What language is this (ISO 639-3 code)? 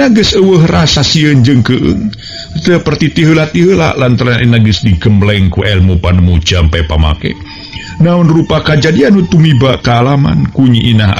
sun